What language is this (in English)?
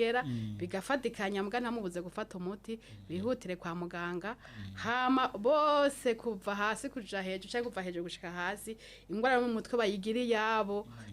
Rundi